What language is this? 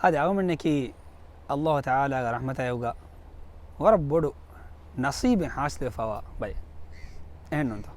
Divehi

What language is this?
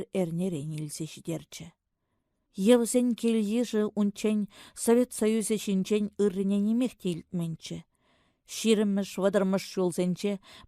Chuvash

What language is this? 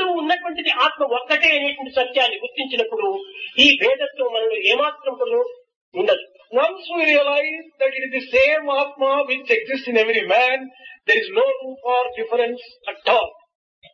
Telugu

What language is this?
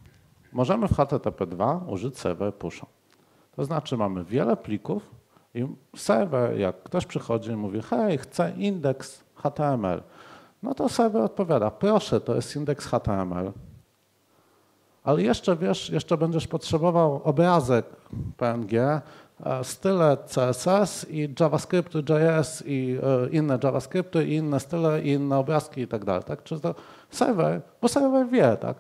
Polish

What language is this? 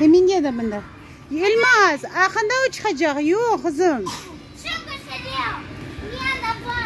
Crimean Tatar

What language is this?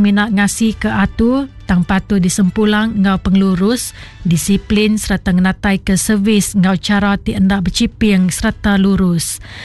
Iban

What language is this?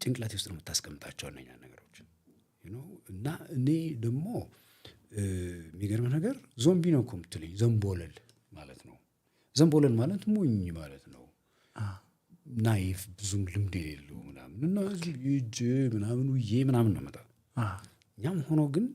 Amharic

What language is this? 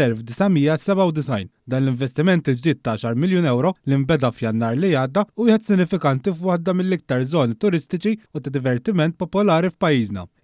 Maltese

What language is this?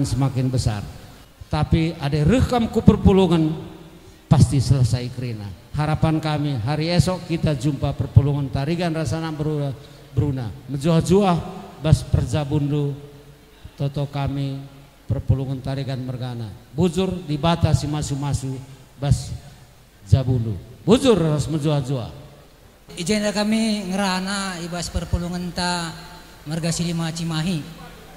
Batak Karo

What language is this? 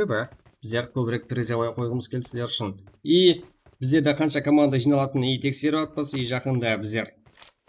Kara-Kalpak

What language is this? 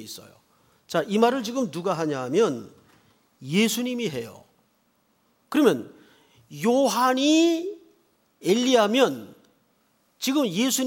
Korean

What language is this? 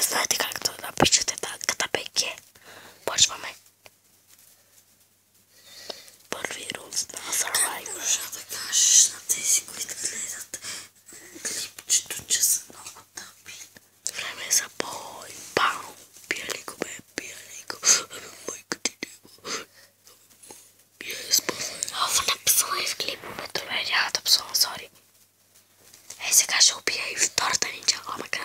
Bulgarian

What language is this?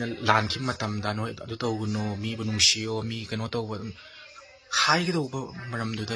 Manipuri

